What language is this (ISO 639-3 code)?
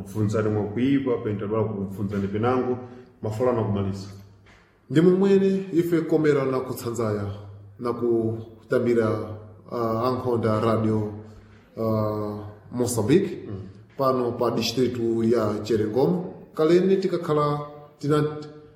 seh